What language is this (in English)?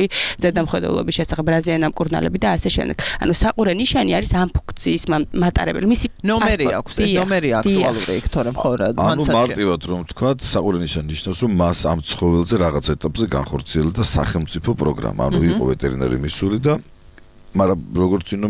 Georgian